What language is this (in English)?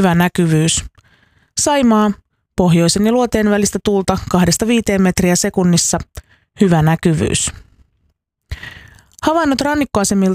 Finnish